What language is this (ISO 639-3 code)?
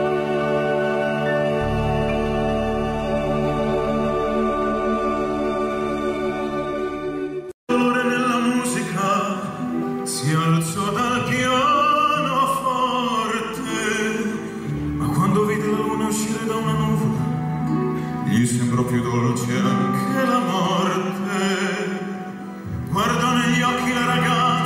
ita